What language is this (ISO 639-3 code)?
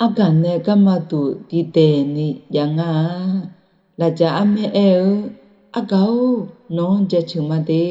ahk